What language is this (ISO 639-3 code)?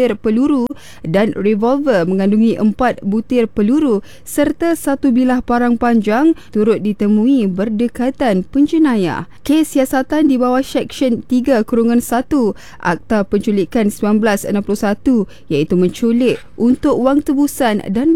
msa